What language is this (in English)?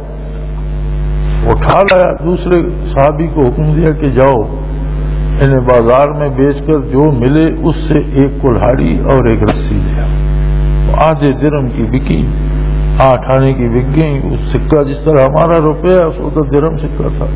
Urdu